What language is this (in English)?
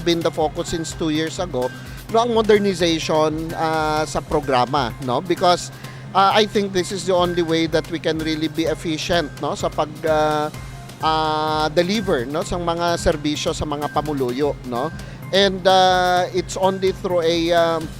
Hiligaynon